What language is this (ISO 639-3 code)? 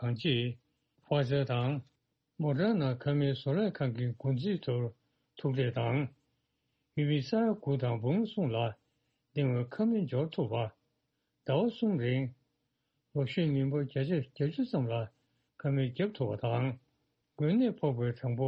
bod